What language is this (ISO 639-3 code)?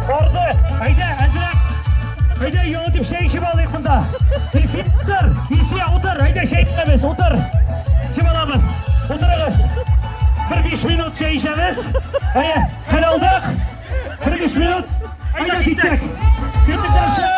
tat